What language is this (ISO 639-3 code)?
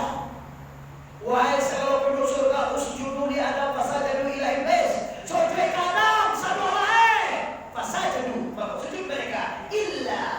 min